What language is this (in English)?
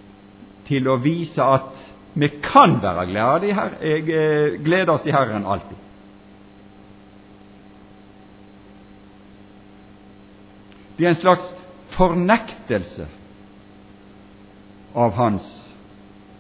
Norwegian